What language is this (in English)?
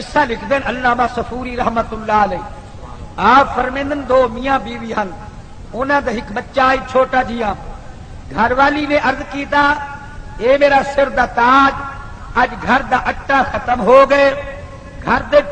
Saraiki